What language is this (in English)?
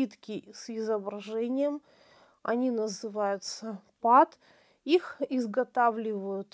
Russian